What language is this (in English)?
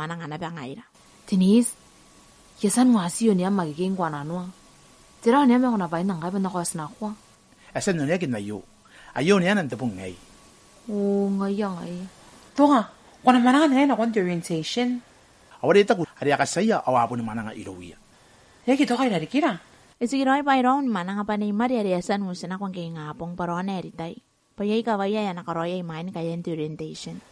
Gilbertese